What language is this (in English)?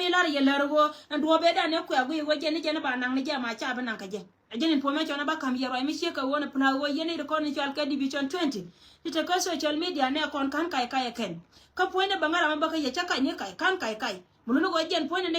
Nuer